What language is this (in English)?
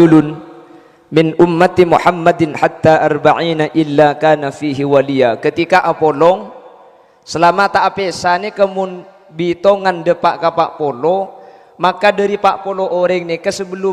Madurese